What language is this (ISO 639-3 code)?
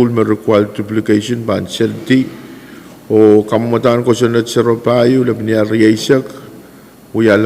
pon